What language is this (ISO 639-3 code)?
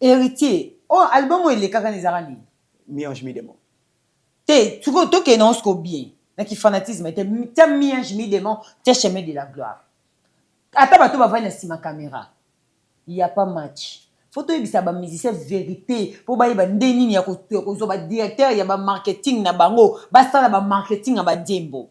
lin